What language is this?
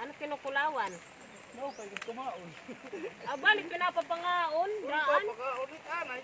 Waray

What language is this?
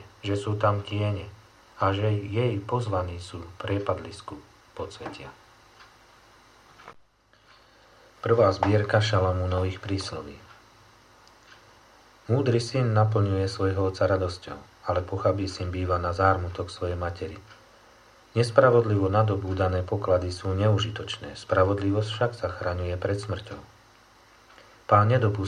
Slovak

